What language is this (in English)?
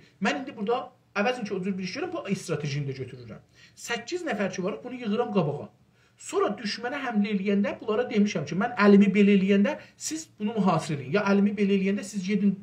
South Azerbaijani